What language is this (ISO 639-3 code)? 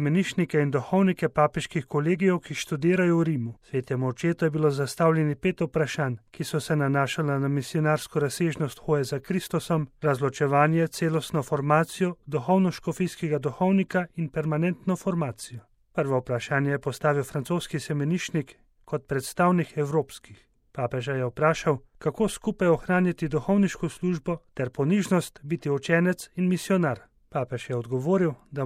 slv